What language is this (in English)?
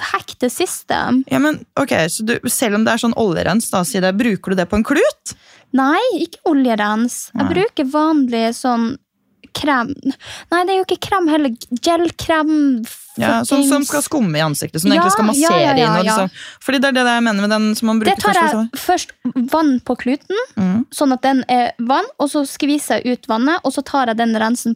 Norwegian